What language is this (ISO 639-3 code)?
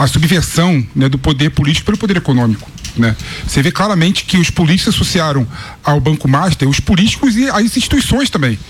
por